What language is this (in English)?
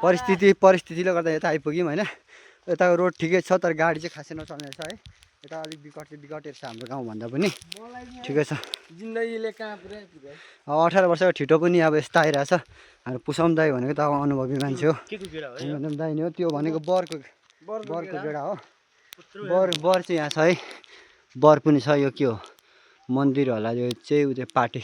Nepali